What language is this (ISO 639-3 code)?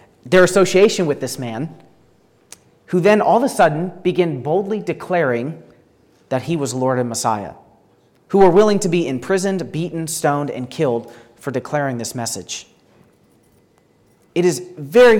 eng